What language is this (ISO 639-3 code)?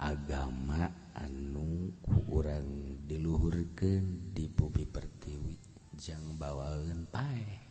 sun